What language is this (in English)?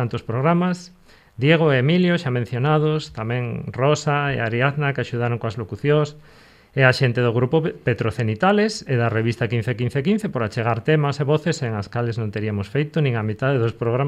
Galician